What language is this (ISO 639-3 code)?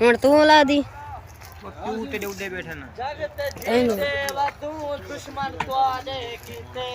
skr